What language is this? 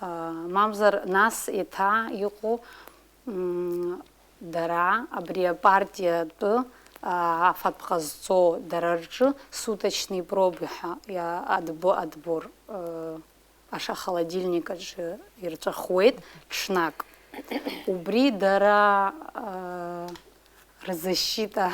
Abkhazian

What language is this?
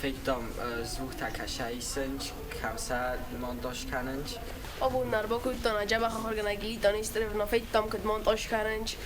Ossetic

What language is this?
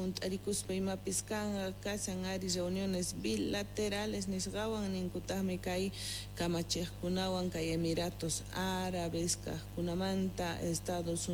Quechua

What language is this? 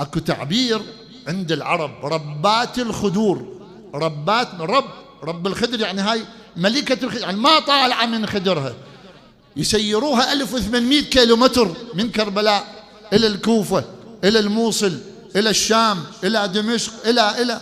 Mesopotamian Arabic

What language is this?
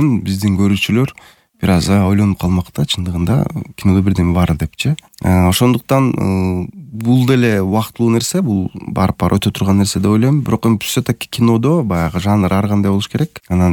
Kyrgyz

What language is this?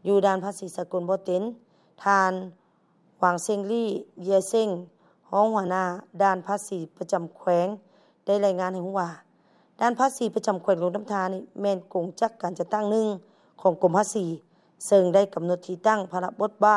Lao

